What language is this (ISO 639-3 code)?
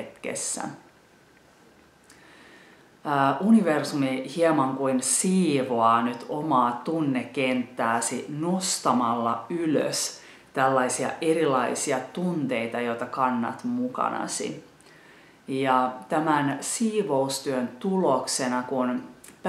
fin